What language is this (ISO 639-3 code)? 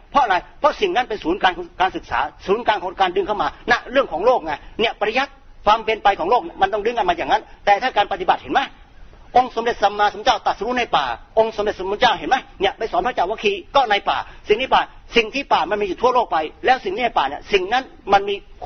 tha